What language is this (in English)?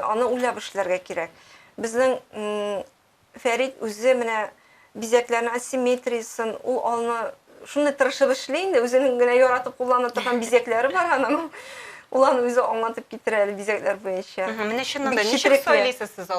Tatar